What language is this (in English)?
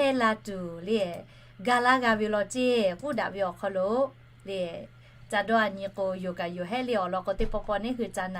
Lahu